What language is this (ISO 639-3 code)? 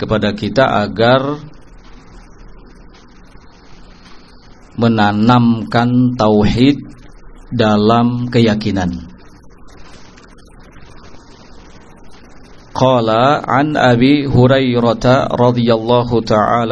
ind